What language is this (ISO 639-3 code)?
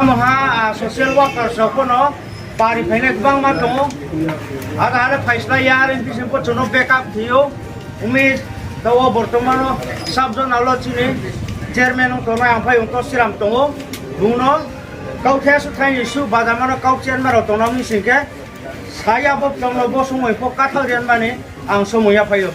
ria